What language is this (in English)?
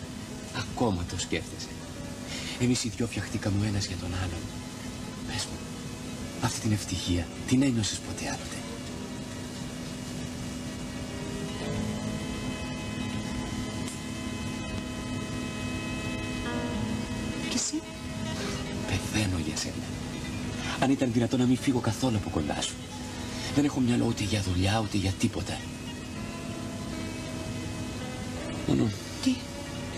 Greek